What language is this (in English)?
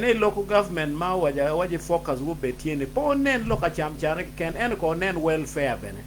Acoli